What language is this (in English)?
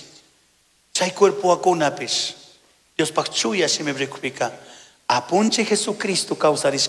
Chimborazo Highland Quichua